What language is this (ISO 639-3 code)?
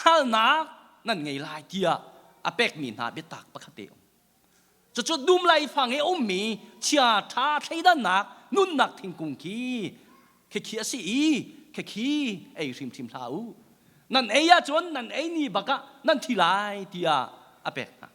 cnh